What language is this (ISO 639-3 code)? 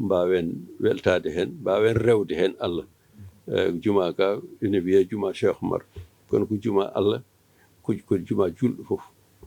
ful